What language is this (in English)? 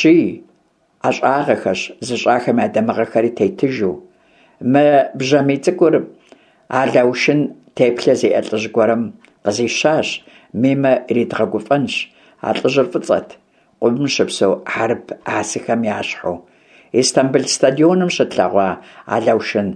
Kabardian